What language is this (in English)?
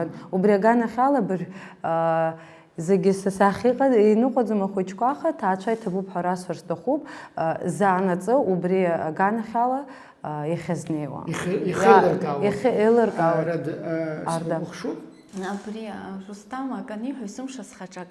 Abkhazian